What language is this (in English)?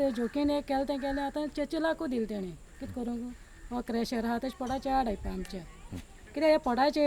Konkani